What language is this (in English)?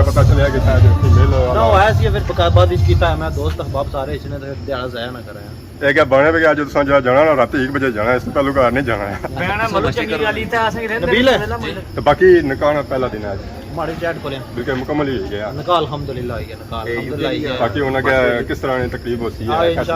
Pahari-Potwari